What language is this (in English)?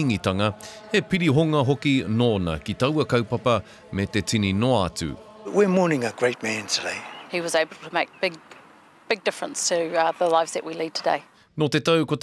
Māori